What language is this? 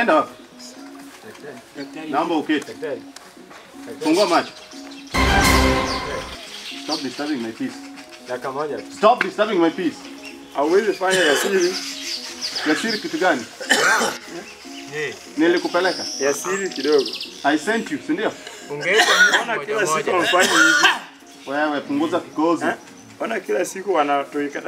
Swahili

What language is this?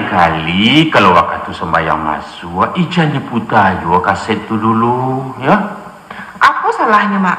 Minangkabau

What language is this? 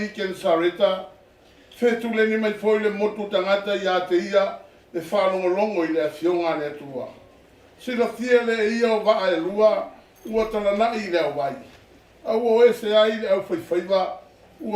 Samoan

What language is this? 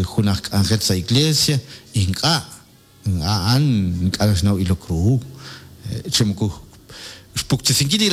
Kekchí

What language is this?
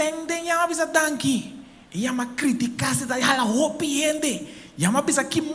Papiamento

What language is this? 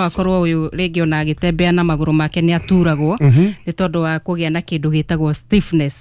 Kikuyu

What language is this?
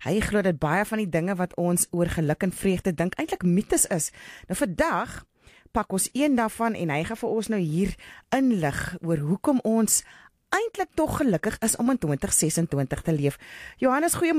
Afrikaans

